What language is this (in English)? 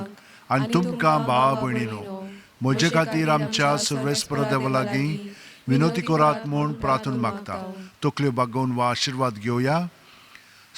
Konkani